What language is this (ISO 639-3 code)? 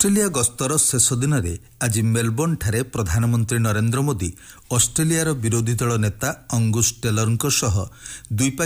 ori